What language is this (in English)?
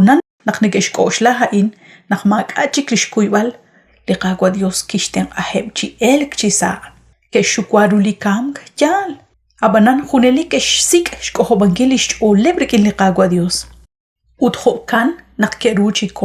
Kekchí